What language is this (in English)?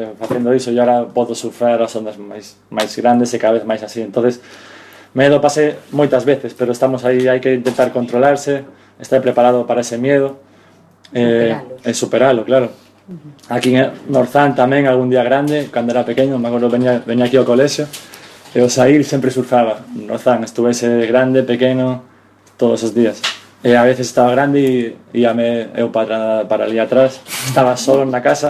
Galician